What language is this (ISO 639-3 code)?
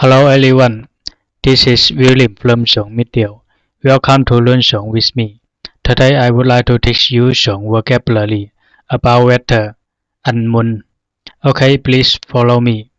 zha